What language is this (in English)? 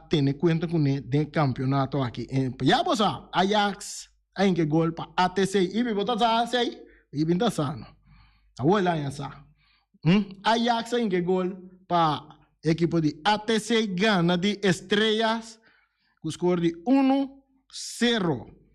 Papiamento